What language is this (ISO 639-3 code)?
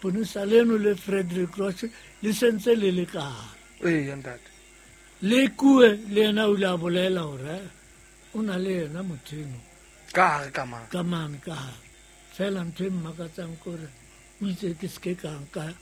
sot